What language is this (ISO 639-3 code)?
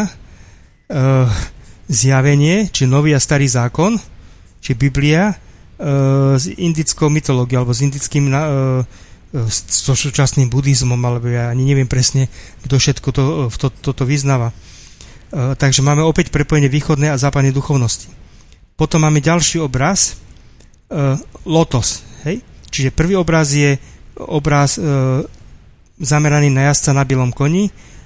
slk